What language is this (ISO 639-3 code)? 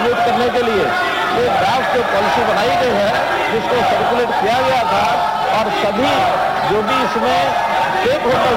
hin